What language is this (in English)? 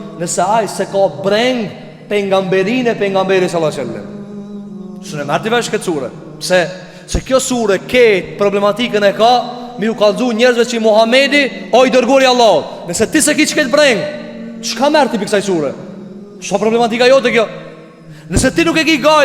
Albanian